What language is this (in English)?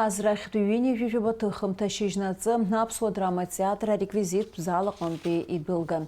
Abkhazian